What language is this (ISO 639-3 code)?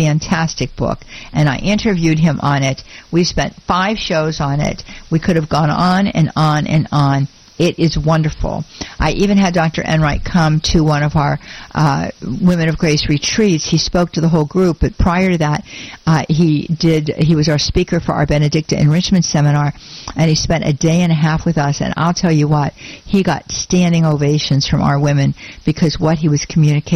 eng